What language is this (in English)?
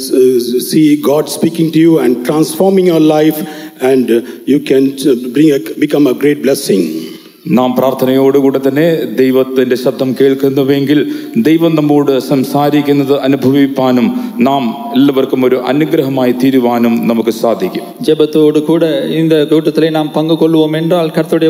Malayalam